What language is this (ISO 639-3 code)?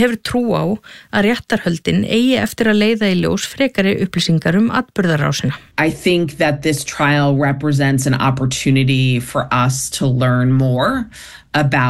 isl